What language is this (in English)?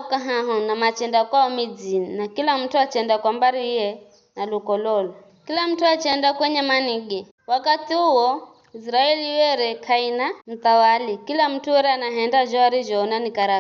Giryama